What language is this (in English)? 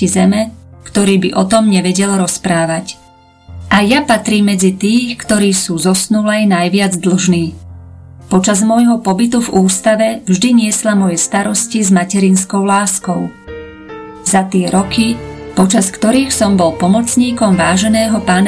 Slovak